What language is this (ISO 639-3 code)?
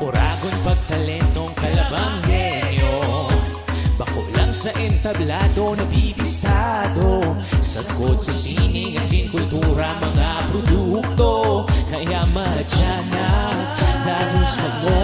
bik